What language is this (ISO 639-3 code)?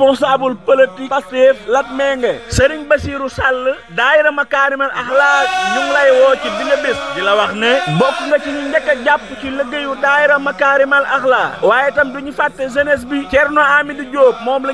wol